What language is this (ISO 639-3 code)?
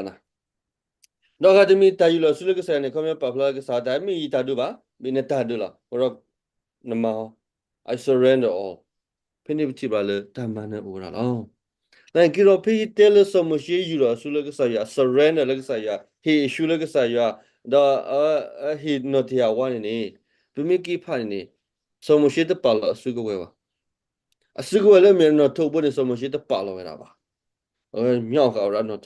ksw